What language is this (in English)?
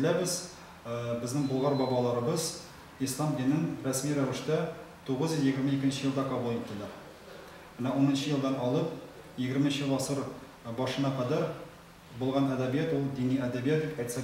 Tatar